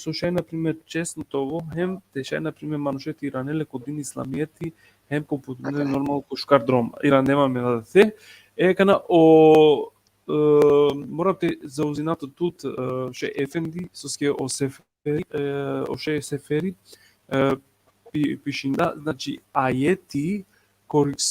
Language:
Balkan Romani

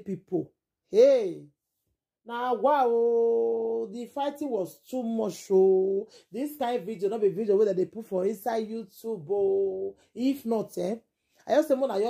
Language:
Nigerian Pidgin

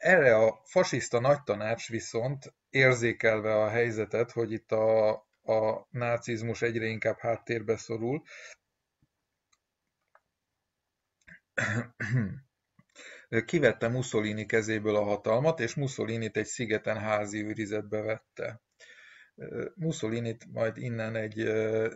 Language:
Hungarian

